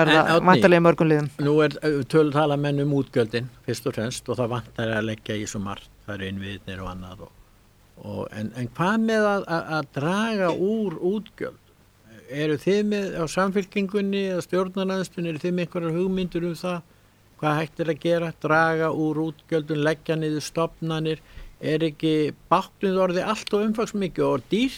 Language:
Icelandic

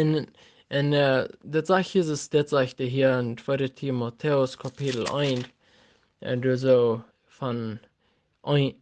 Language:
Plautdietsch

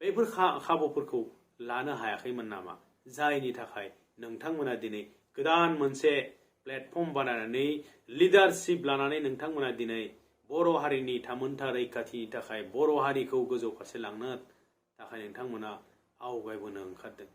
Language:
Bodo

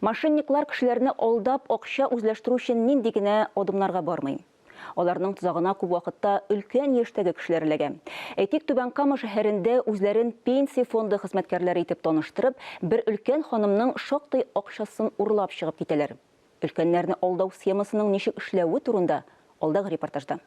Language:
Tatar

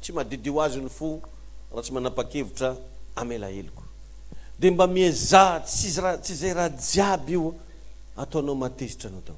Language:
Malagasy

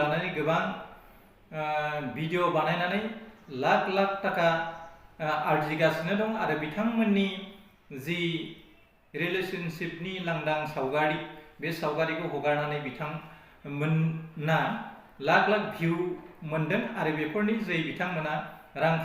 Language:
Bodo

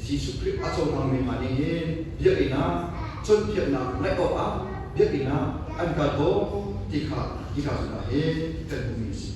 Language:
Hakha Chin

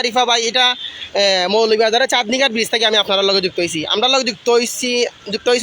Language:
Sylheti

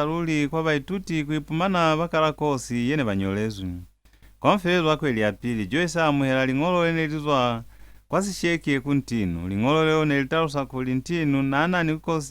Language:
Lozi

